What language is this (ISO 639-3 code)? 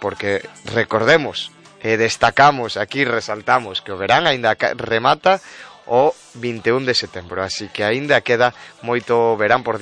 glg